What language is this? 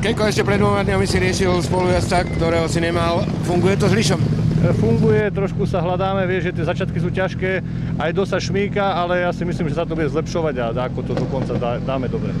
Slovak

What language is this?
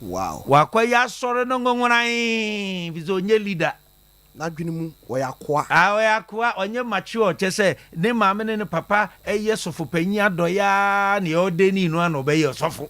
Akan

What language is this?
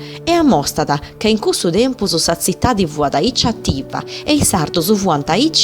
Sardinian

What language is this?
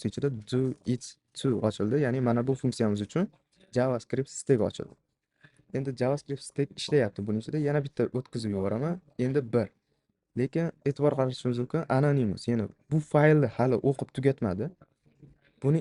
Uzbek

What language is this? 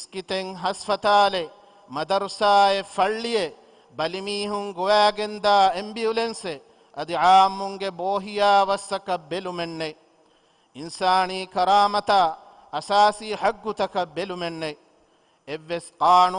Divehi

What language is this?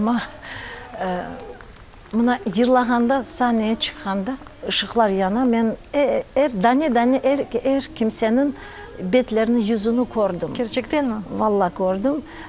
Crimean Tatar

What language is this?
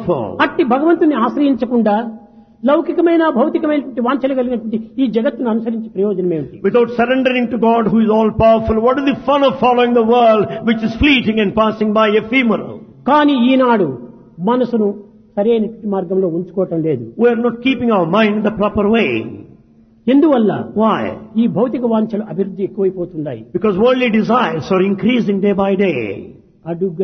Telugu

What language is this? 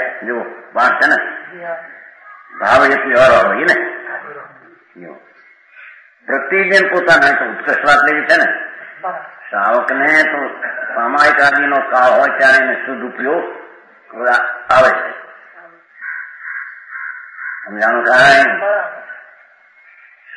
Gujarati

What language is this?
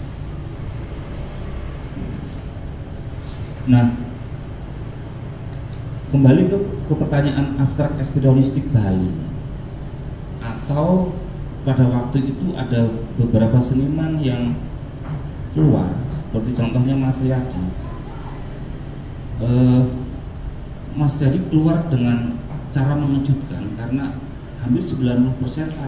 Indonesian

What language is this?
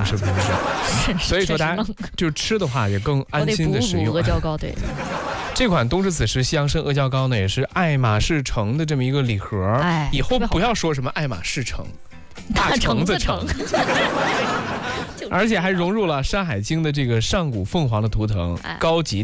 Chinese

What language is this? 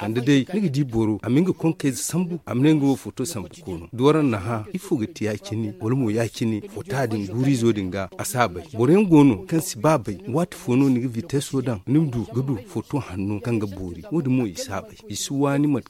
Zarma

